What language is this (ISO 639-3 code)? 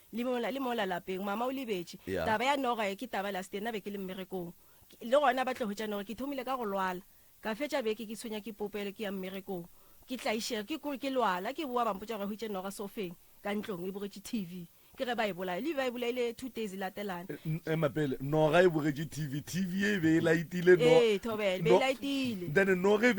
nso